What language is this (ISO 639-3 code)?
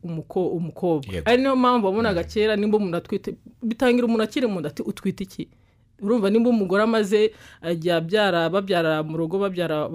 kin